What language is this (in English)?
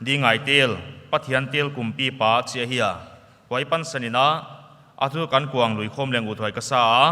Paite Chin